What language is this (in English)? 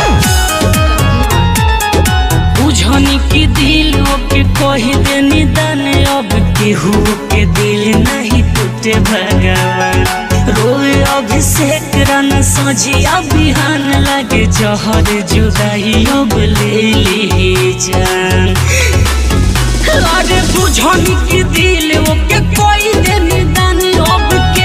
Bhojpuri